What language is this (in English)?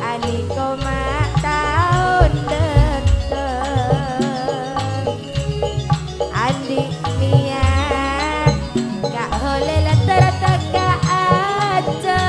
Madurese